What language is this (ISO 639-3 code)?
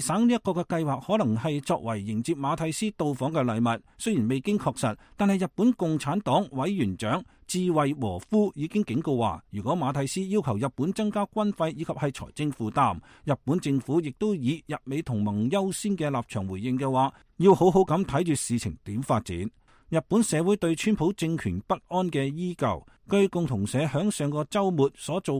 yue